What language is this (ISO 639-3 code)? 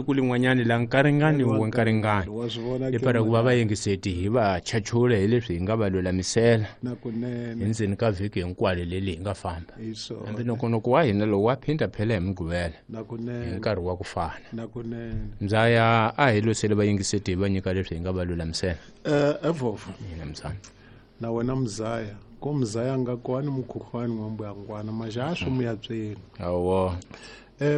tso